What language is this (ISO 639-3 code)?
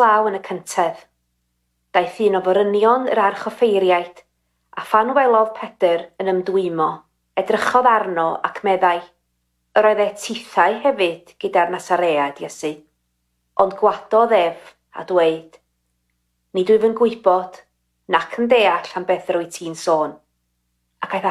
cym